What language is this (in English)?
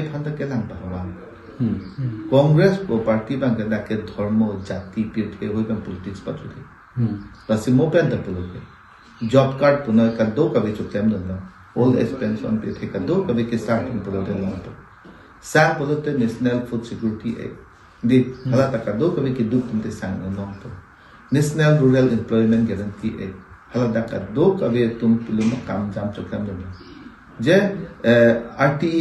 Karbi